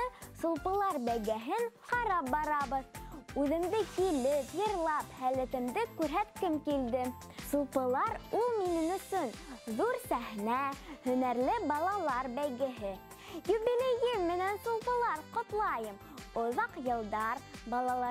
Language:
Bashkir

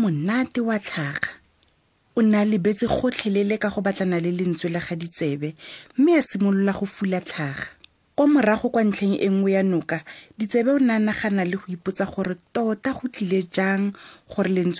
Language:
Tswana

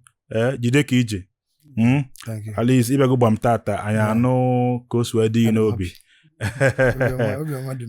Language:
Igbo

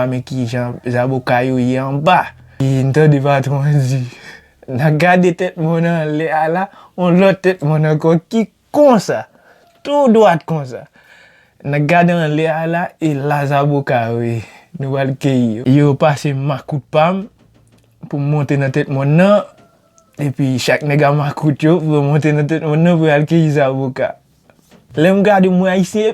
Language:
Haitian Creole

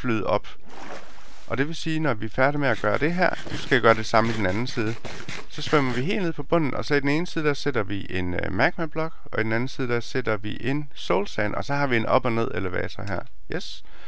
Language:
Danish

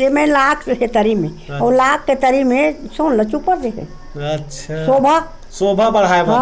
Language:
Chhattisgarhi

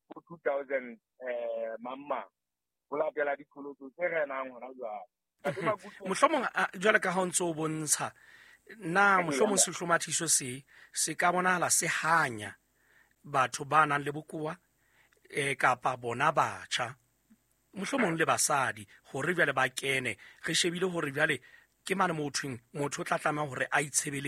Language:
Southern Sotho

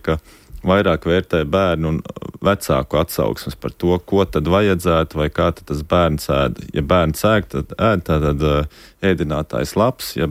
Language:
Latvian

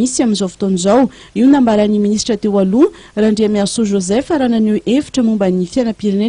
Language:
Malagasy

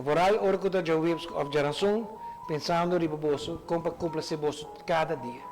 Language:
Papiamento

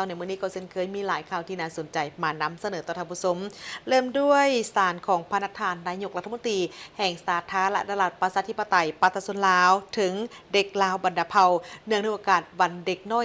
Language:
Lao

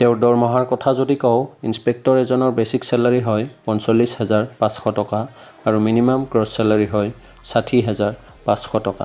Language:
Assamese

